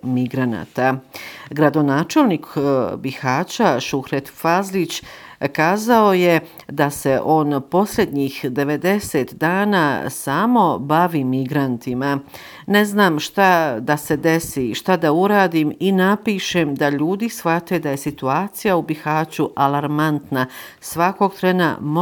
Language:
Bosnian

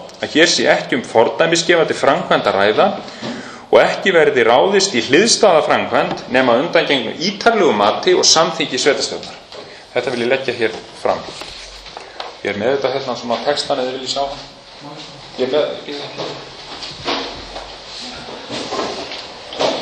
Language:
Icelandic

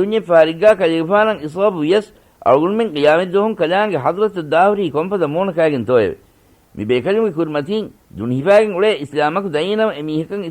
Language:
Divehi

